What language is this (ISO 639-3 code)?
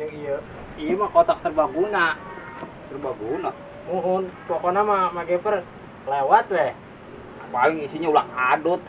bew